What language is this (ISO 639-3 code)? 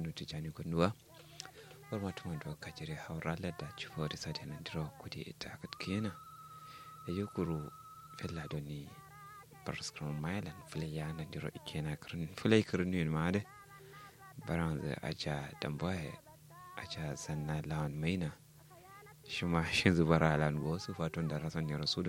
kau